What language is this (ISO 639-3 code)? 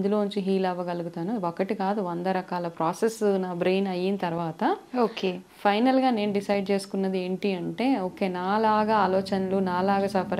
tel